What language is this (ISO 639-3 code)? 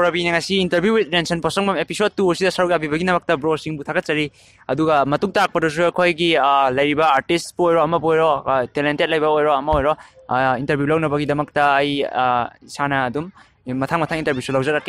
mni